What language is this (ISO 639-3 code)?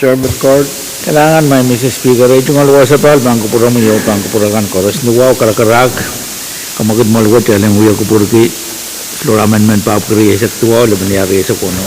pon